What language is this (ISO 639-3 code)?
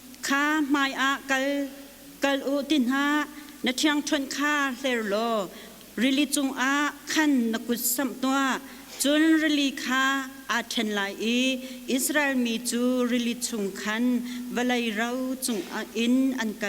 cnh